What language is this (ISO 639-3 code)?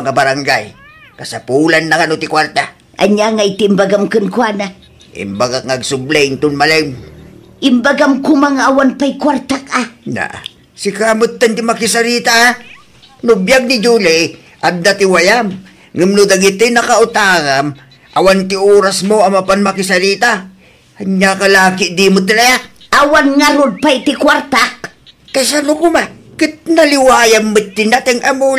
ilo